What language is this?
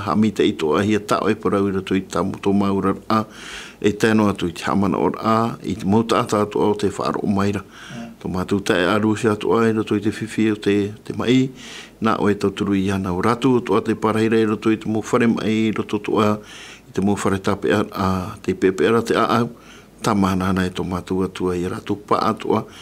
Tahitian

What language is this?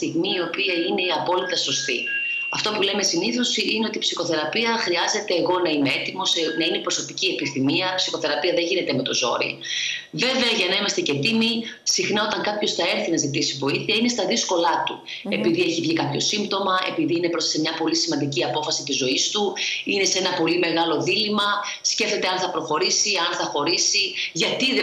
Greek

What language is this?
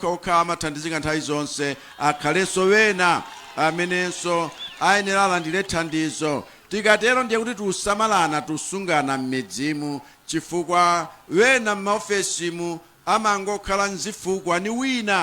Nyanja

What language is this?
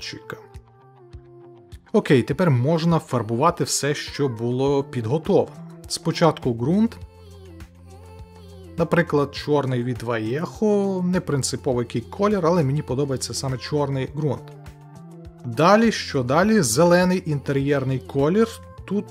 Ukrainian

